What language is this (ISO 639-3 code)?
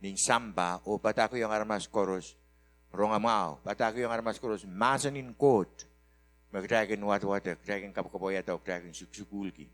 pon